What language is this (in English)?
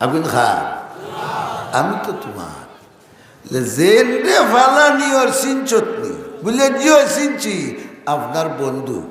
Sylheti